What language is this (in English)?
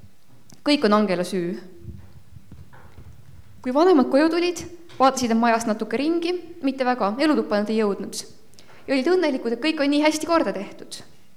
Estonian